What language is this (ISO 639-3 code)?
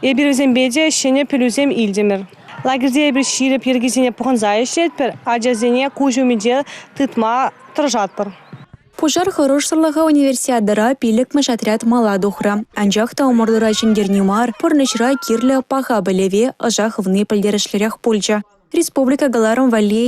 chv